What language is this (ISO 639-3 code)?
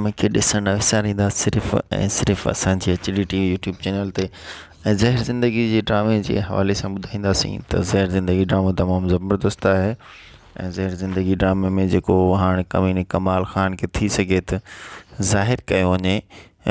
snd